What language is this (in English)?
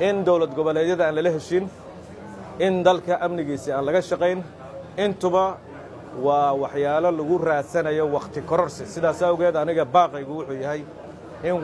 Somali